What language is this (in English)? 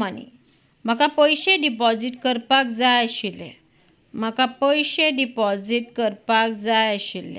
Konkani